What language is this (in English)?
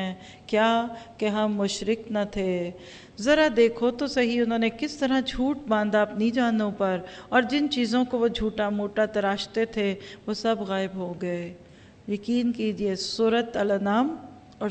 Urdu